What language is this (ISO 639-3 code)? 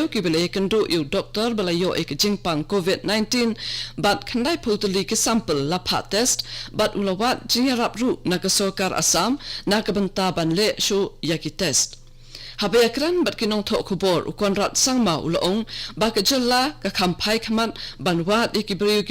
kha